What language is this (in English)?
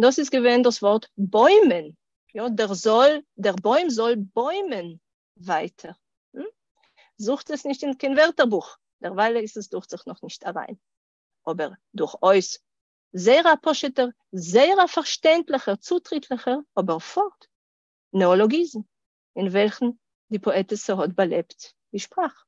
Yiddish